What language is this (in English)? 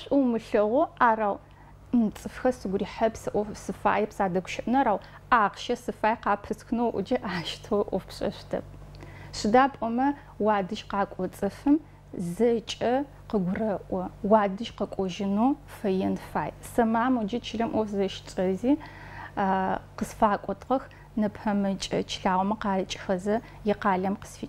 Adyghe